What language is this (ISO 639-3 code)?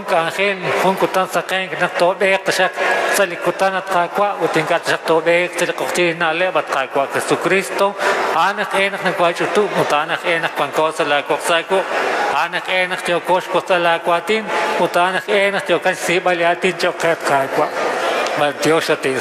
kek